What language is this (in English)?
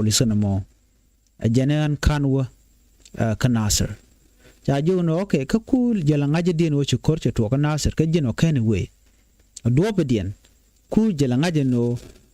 Nuer